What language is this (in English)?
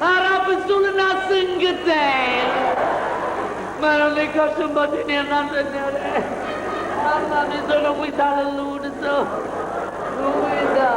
Neapolitan